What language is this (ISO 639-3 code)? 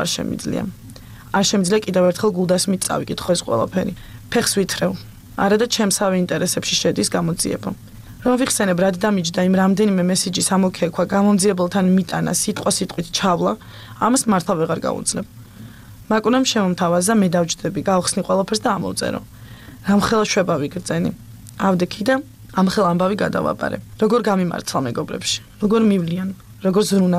kat